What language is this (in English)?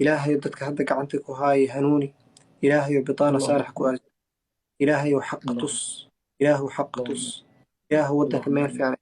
Somali